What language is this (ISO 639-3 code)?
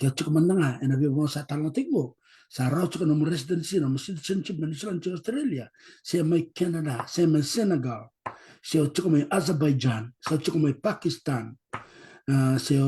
fij